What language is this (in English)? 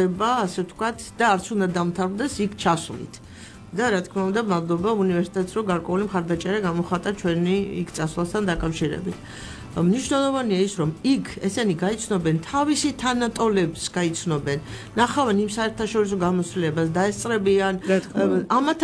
Georgian